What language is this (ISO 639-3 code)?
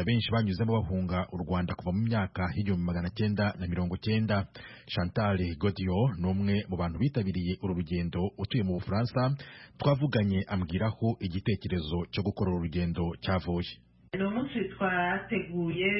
kin